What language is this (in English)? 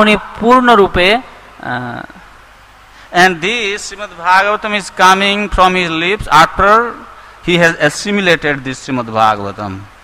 Bangla